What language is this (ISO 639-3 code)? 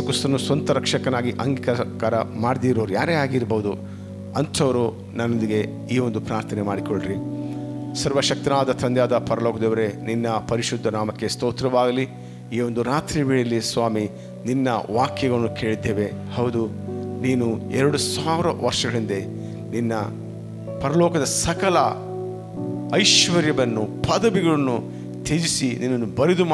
kan